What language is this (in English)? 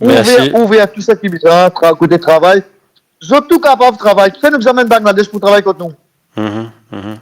Morisyen